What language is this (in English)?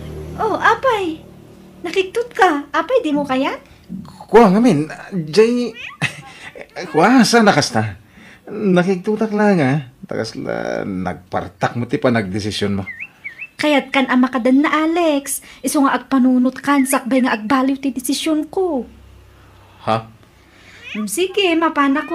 Iloko